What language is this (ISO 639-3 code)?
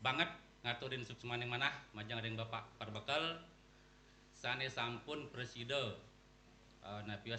ban